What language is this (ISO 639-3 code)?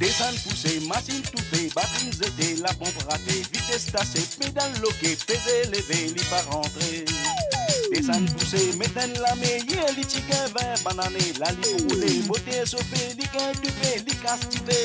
mfe